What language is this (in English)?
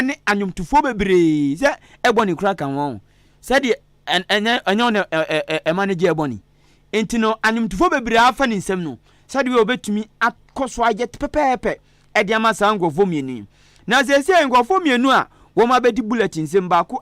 Akan